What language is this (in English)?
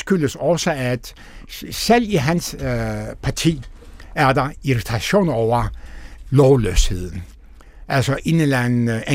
Danish